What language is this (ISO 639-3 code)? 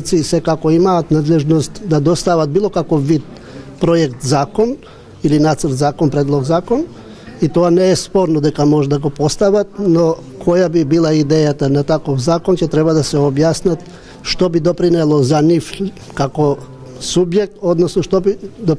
mkd